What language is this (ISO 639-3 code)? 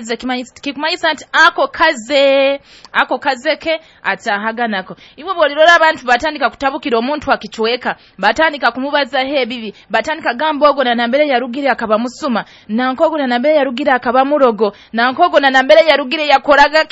nyo